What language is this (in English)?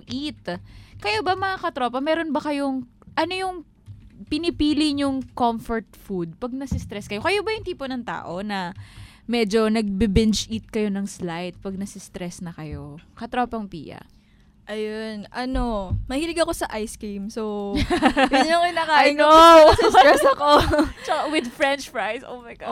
Filipino